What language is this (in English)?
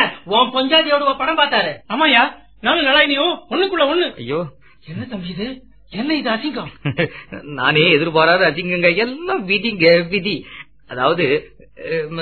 Tamil